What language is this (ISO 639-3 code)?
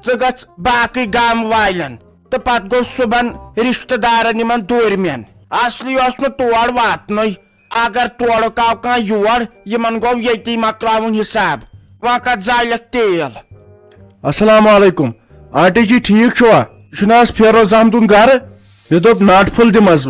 kas